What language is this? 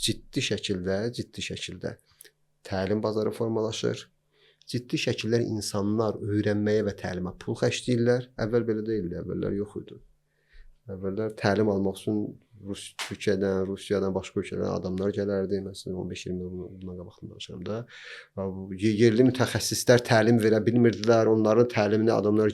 Azerbaijani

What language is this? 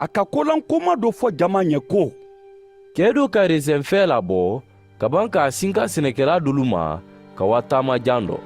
Mandingo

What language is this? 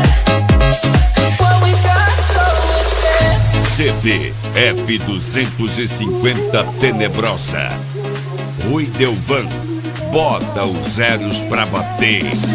Portuguese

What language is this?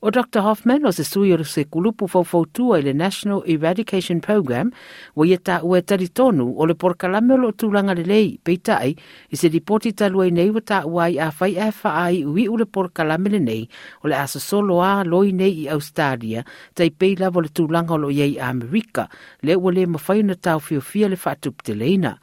Samoan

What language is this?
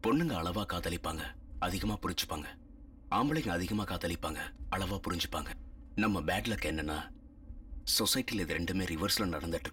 Tamil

